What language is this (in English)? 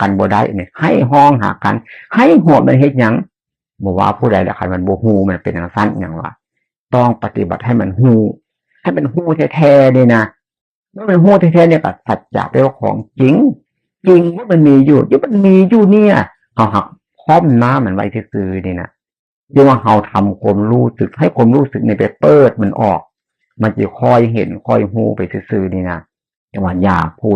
Northeastern Thai